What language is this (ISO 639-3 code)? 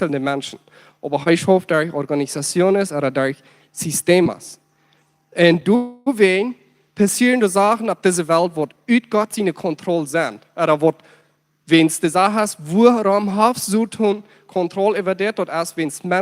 pdt